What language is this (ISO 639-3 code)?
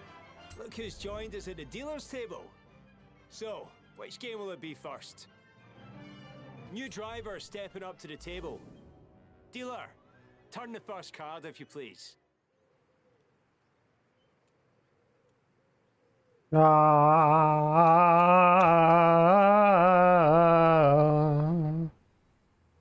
eng